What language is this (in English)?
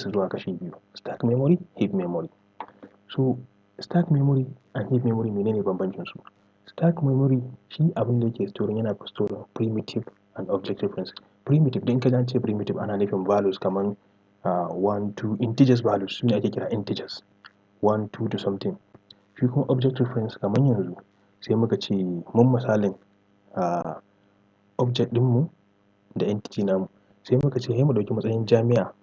Hausa